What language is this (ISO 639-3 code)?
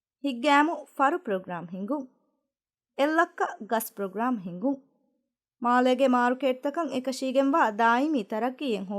div